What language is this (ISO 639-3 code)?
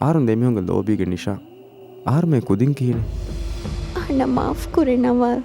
div